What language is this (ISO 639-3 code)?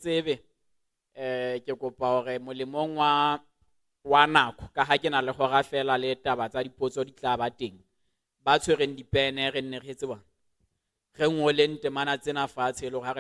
sot